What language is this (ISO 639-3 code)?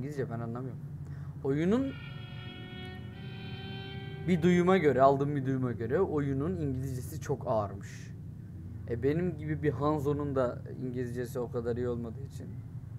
tur